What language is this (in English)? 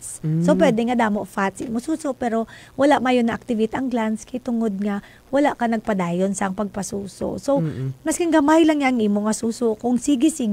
Hiligaynon